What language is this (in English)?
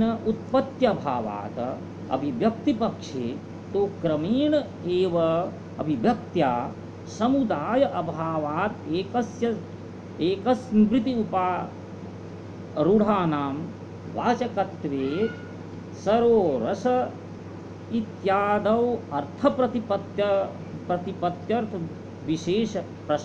Sanskrit